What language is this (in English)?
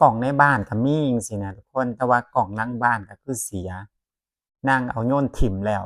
Northeastern Thai